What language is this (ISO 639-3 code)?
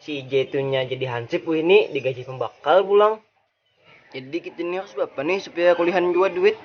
bjn